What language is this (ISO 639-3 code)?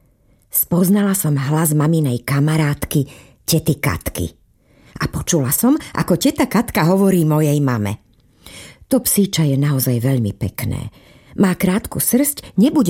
slk